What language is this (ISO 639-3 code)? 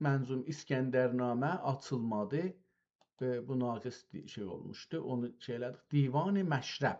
azb